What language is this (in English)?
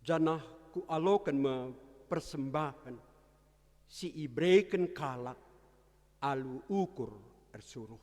Batak Karo